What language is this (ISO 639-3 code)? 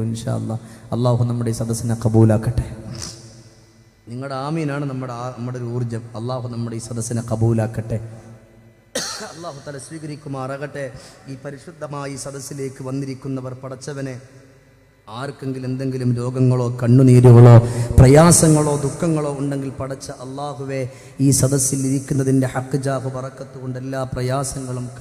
mal